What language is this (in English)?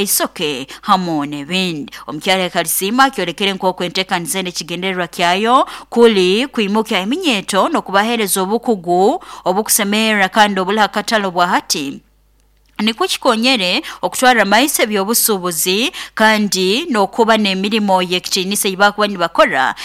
Nyoro